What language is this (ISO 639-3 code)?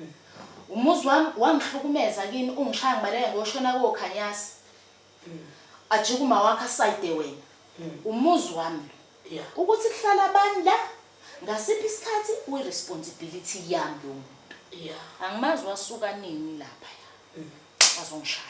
zul